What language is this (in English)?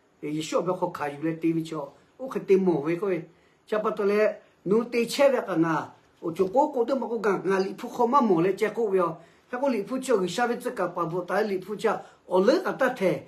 Lahu